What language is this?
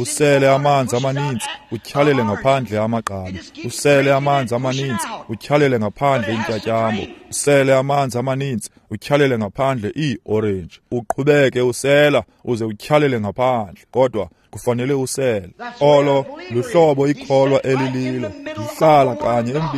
Xhosa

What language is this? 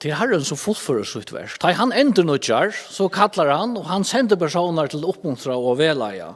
Faroese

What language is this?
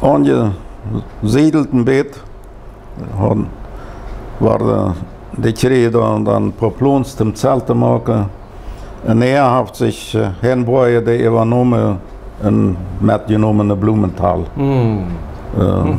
Plautdietsch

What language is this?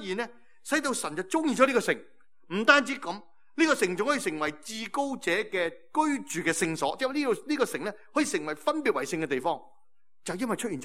Cantonese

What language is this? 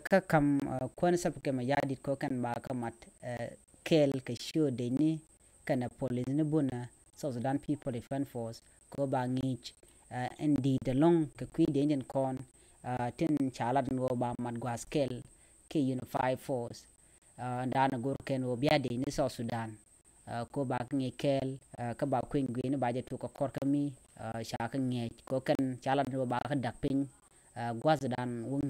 Nuer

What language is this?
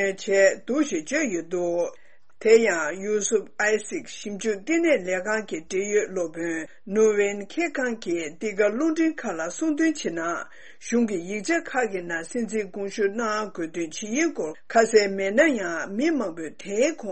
Tibetan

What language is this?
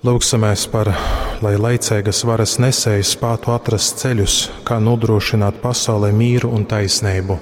Latgalian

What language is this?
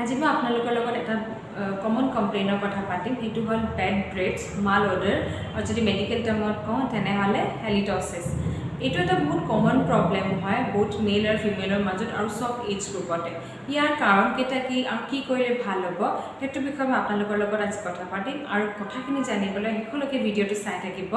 Assamese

